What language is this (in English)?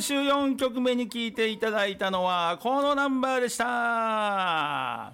Japanese